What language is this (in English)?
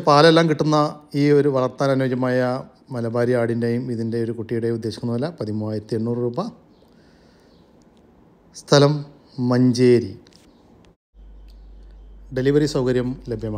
Malayalam